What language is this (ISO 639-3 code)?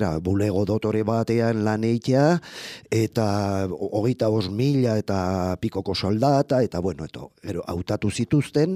eus